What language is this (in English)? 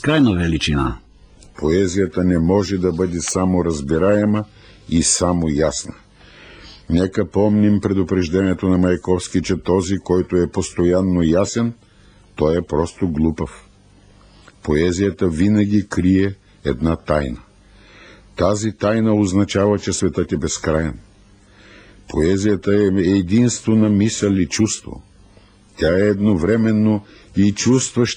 Bulgarian